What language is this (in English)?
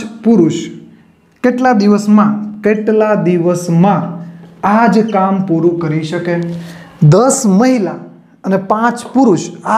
Gujarati